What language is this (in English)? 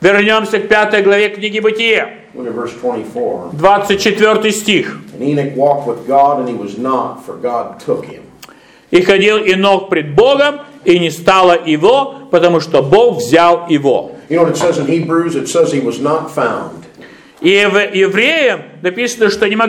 Russian